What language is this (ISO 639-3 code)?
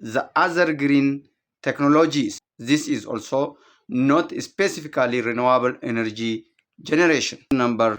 eng